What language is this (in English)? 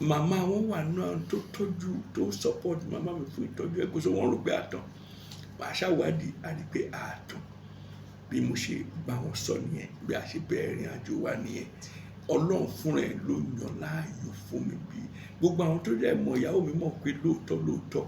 Yoruba